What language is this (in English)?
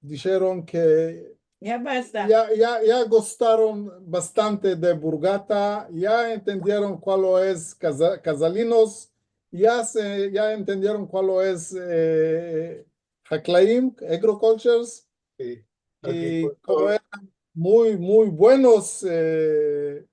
Ladino